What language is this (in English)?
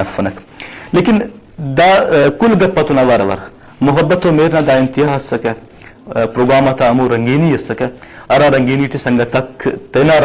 Brahui